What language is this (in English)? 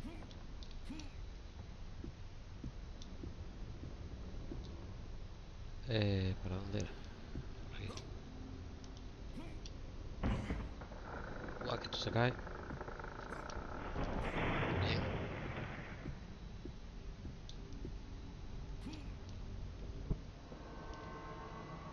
Spanish